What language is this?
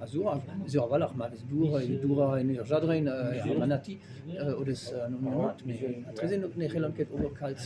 Breton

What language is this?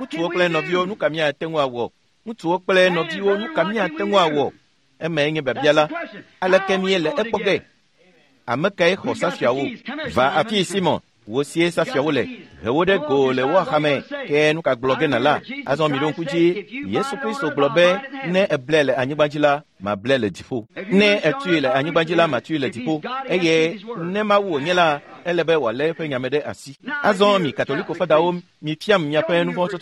Ewe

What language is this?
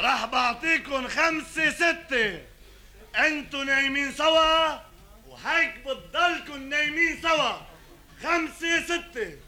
North Levantine Arabic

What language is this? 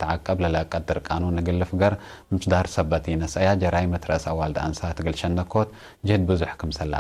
Tigre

